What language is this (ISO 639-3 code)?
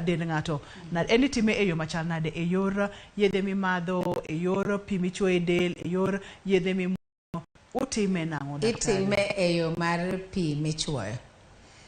luo